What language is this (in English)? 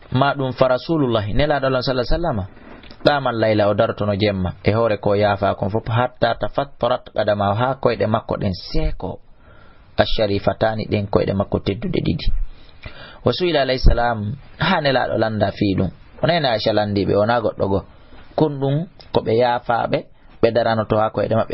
Fula